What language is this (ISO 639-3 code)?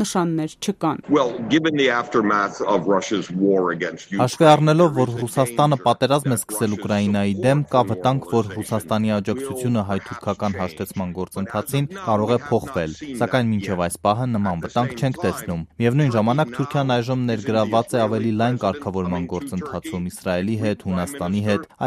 hye